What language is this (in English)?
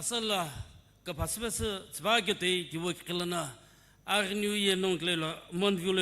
Sumi Naga